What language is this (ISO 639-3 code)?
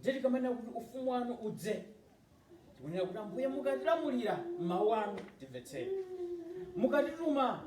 nya